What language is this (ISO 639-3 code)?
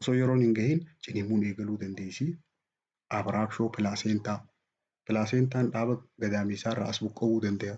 orm